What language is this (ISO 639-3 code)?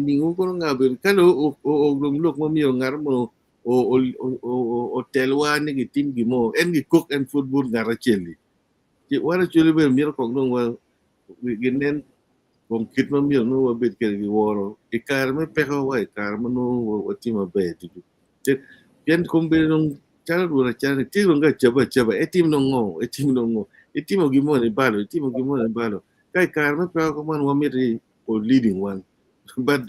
ach